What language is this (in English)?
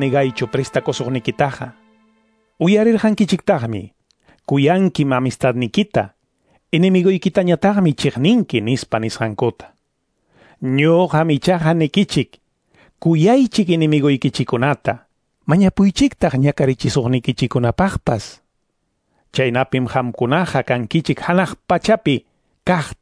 Ayacucho Quechua